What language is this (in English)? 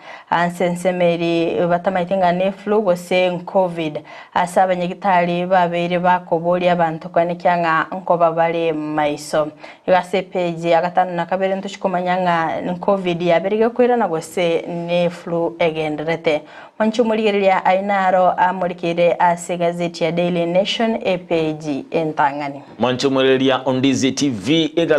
Gusii